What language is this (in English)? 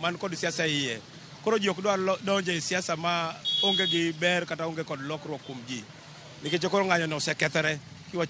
Luo (Kenya and Tanzania)